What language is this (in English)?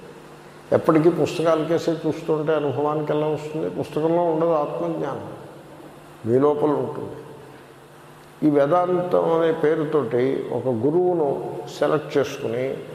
Telugu